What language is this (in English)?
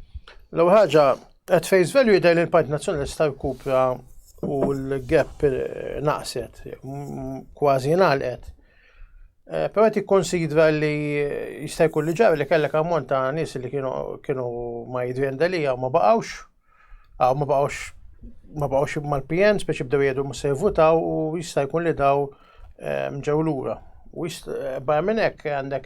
Maltese